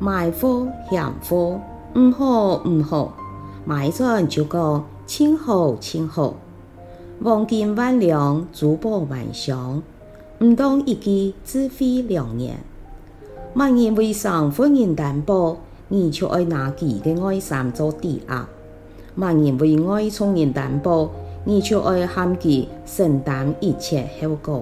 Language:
Hakka Chinese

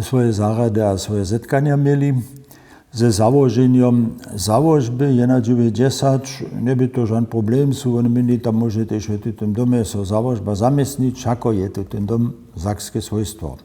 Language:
Upper Sorbian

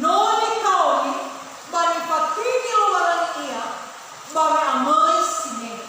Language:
Nias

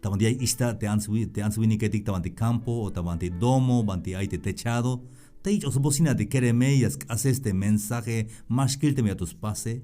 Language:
Tzeltal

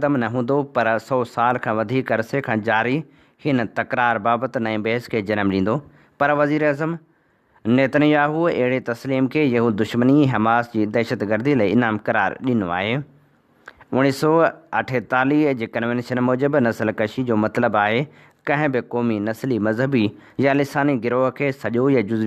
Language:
Sindhi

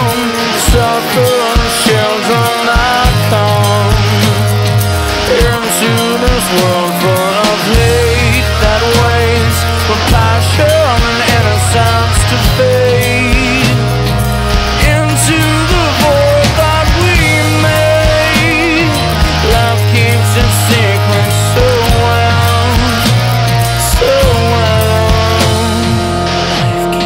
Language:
English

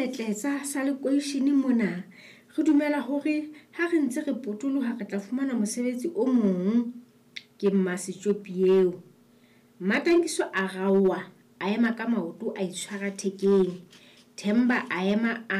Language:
Southern Sotho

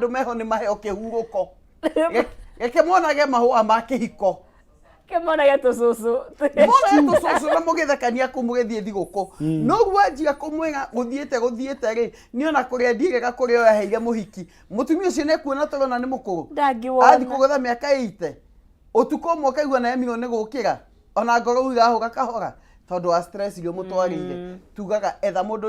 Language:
Kikuyu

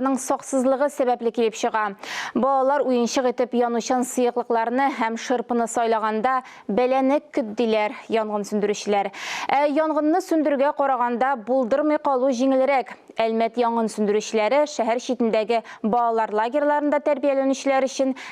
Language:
Tatar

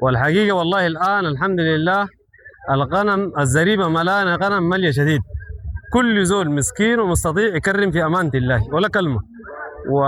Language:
Sudanese Arabic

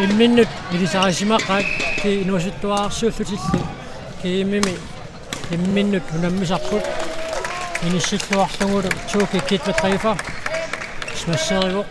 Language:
Kalaallisut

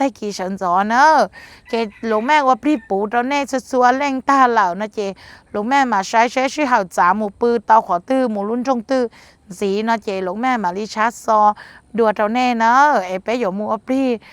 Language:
Hmong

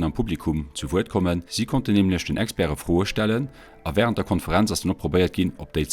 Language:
Luxembourgish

